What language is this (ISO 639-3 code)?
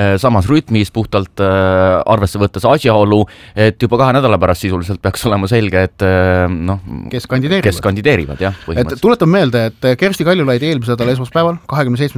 est